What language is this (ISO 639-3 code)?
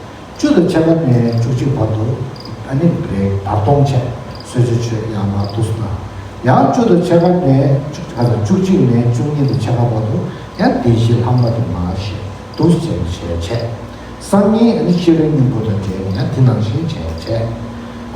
bod